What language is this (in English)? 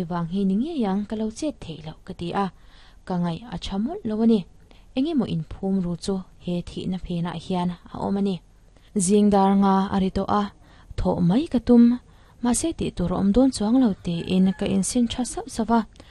Mizo